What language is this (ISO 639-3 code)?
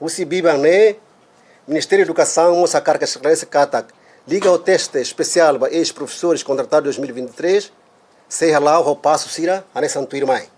tet